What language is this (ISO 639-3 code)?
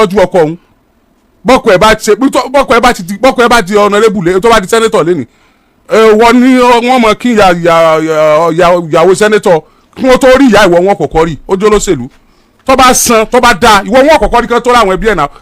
yor